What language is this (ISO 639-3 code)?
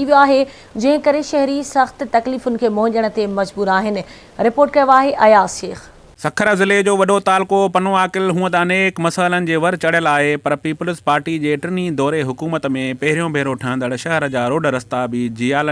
snd